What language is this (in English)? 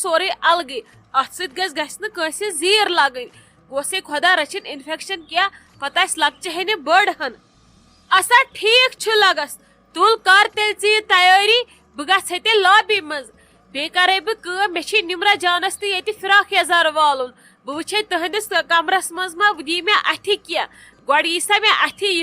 Kashmiri